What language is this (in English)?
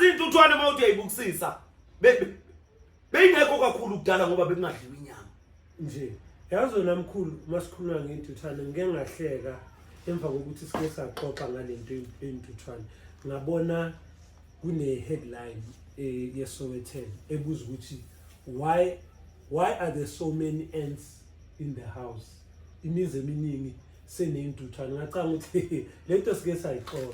Zulu